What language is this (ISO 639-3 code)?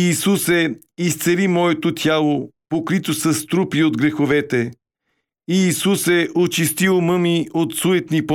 bul